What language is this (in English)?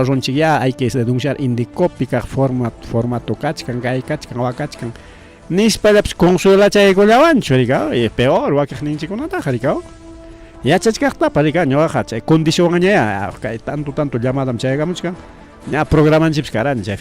Ayacucho Quechua